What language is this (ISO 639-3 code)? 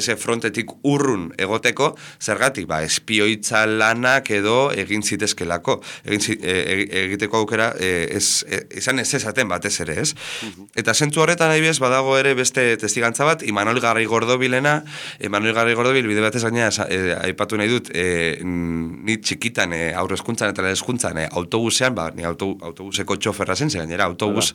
eus